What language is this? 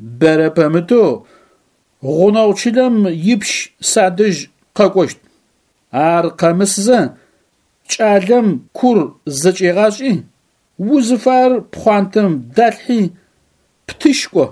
Adyghe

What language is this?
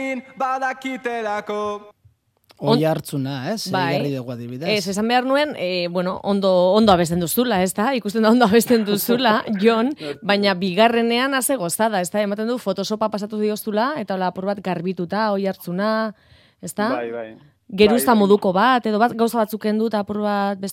Basque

